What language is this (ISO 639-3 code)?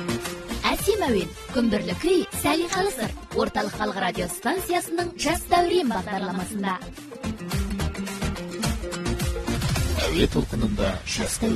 kaz